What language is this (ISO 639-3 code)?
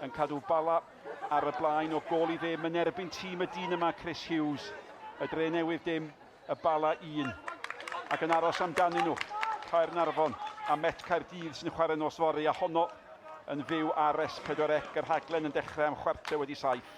cym